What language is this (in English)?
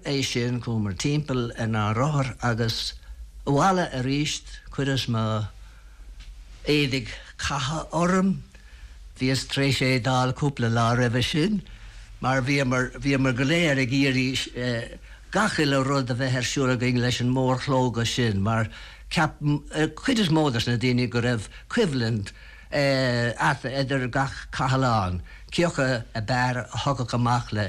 Irish